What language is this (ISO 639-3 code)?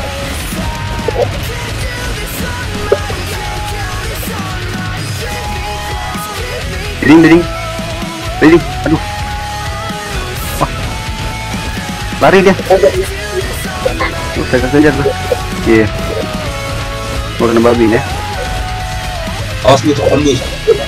ind